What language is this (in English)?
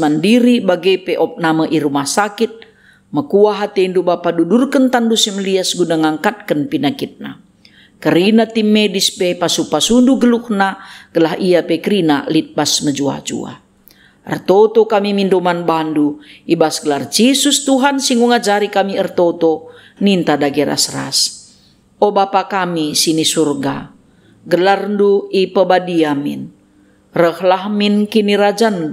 Batak Karo